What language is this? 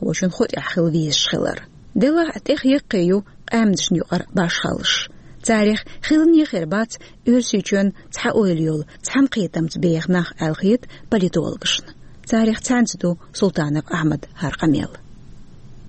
Chechen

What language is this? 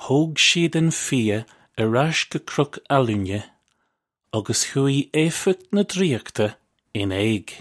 Irish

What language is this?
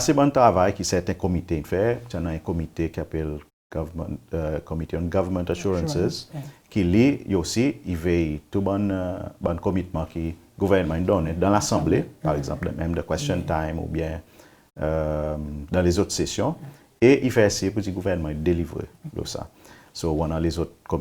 Seselwa Creole French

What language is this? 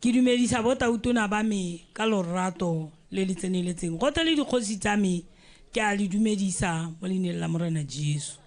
Tswana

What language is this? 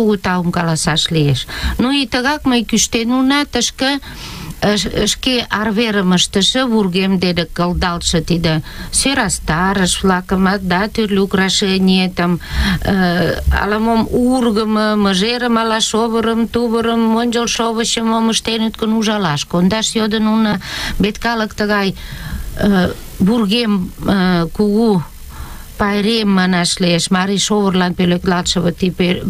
Mari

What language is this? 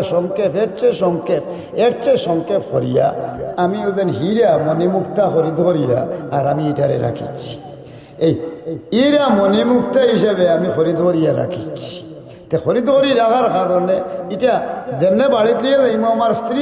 Sylheti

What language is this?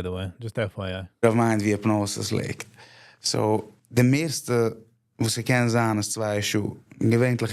Yiddish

